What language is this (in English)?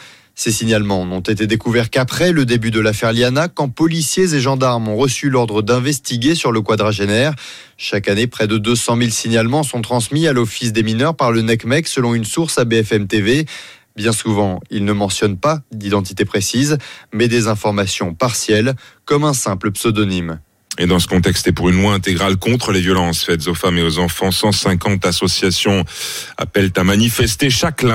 French